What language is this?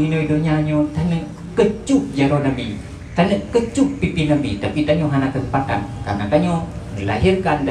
Achinese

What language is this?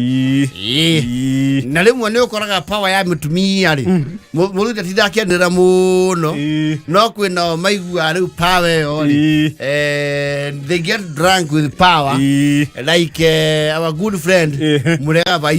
Kikuyu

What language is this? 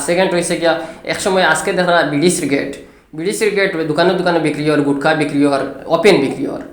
Sylheti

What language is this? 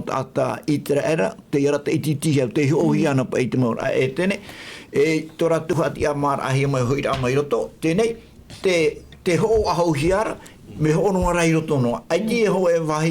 Tahitian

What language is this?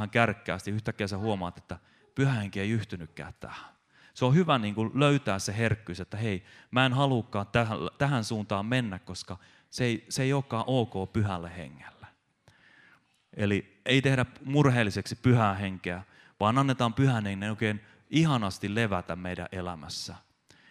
Finnish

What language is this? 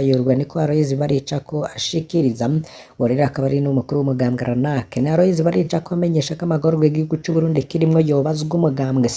Rundi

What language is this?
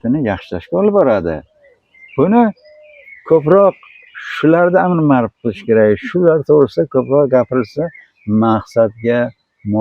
Uzbek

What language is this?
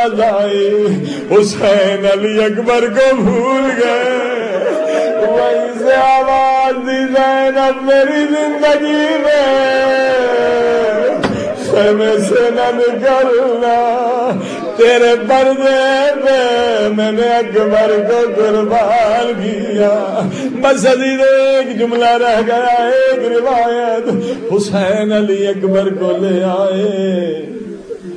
Urdu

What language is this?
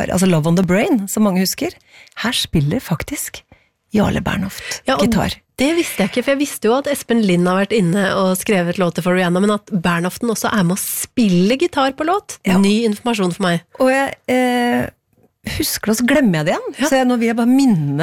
Norwegian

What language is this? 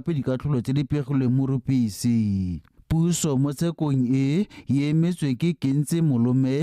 Tswana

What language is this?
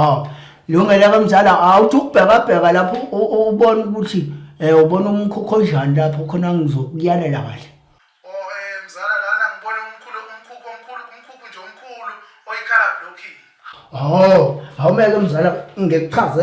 Zulu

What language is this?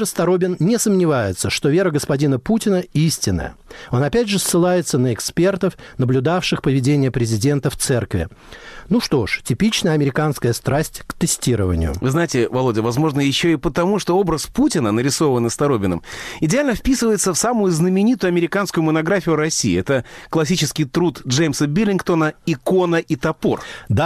Russian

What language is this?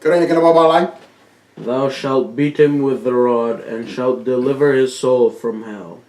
Fijian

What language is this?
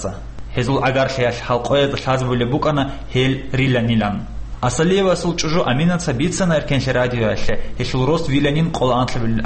Avaric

